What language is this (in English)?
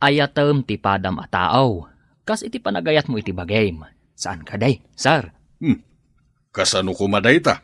Iloko